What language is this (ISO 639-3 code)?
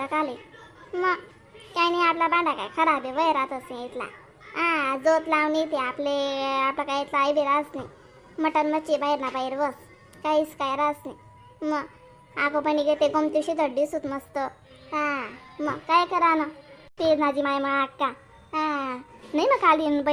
khn